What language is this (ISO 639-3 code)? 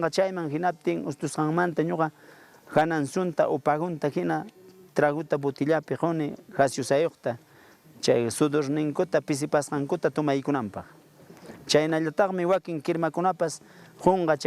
quy